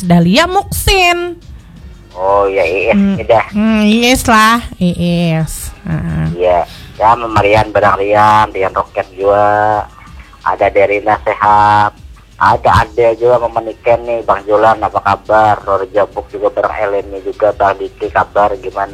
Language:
Banjar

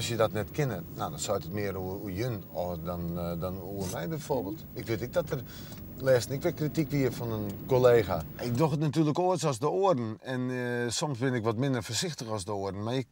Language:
Western Frisian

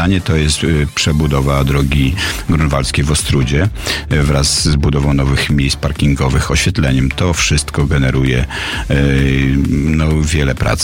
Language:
Polish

